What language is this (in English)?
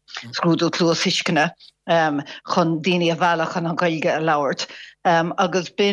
Irish